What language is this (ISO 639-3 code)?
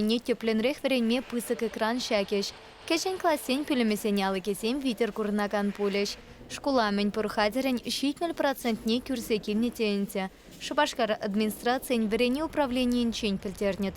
chv